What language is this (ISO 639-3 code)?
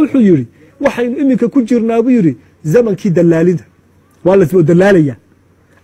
som